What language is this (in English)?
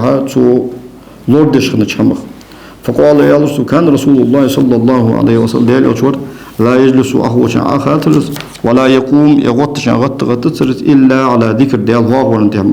Ingush